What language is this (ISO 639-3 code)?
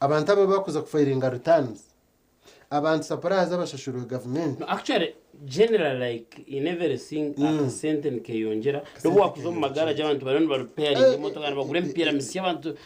nyn